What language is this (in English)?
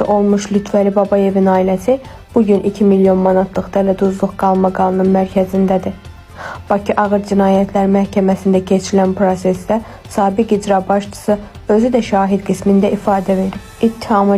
Azerbaijani